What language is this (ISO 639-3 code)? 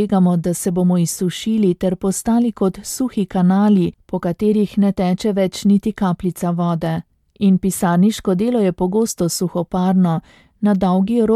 slv